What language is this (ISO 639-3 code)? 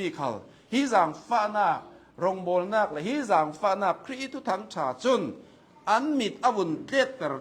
cnh